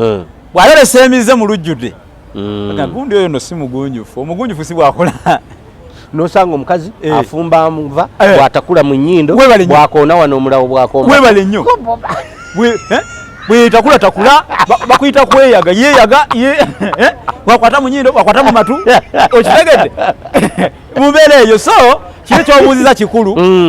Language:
Ganda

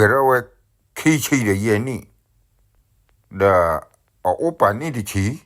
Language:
S'gaw Karen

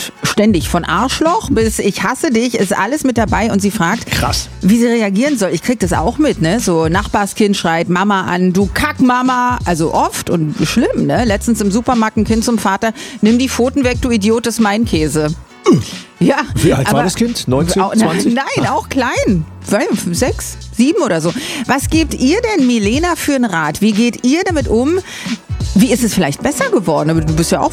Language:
German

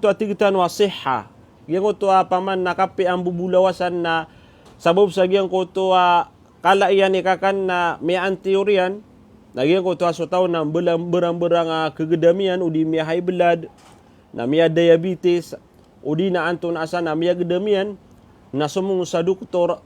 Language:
Maranao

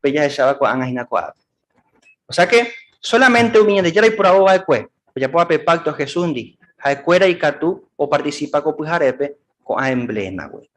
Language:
Guarani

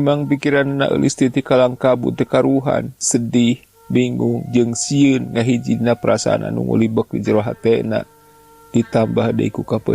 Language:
Sundanese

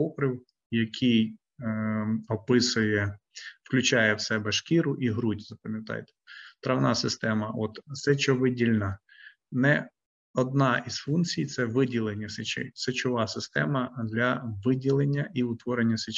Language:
Ukrainian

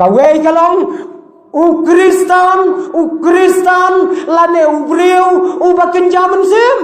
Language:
Khasi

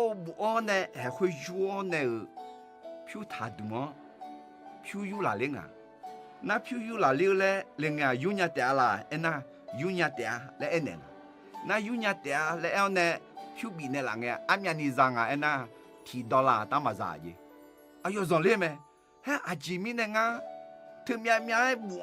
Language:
Akha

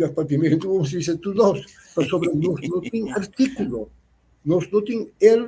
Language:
Papiamento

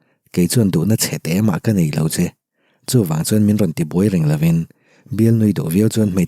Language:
Mizo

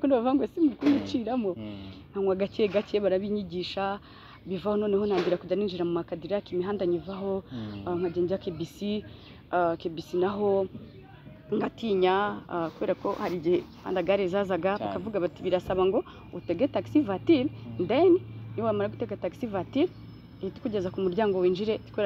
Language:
Kinyarwanda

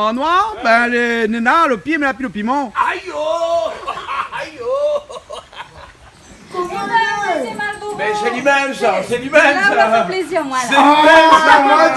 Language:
Réunion Creole French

